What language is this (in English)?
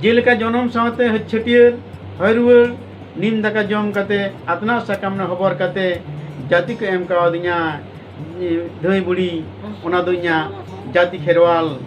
Santali